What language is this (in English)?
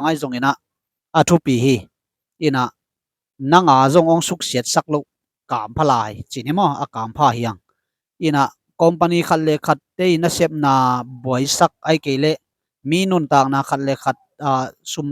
Tedim Chin